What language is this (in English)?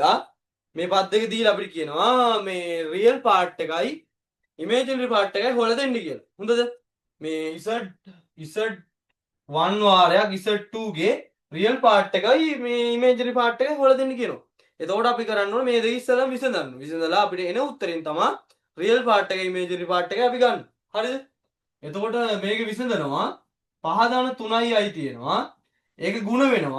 Sinhala